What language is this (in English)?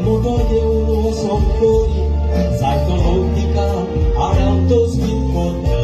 Konkani